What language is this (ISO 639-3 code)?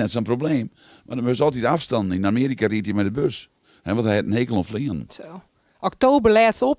fry